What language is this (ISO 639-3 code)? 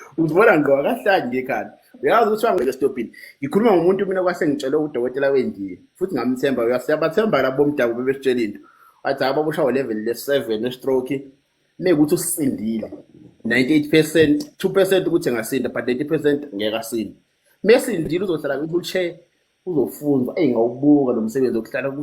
zul